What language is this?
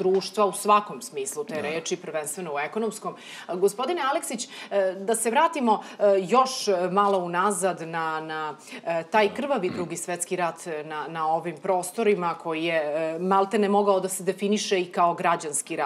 Serbian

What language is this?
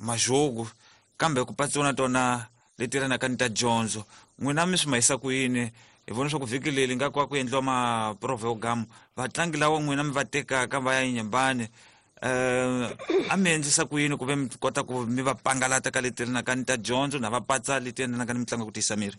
Tsonga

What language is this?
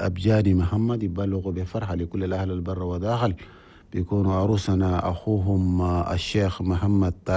Chadian Arabic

